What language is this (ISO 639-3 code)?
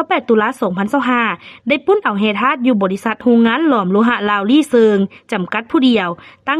lao